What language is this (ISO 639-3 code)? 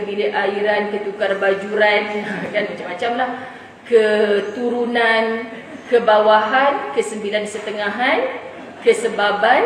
msa